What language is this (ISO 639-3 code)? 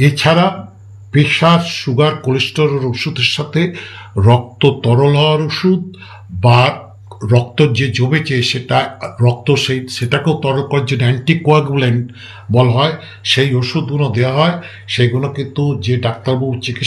ben